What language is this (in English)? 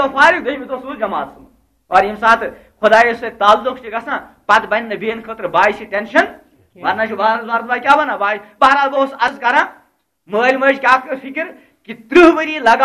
Kashmiri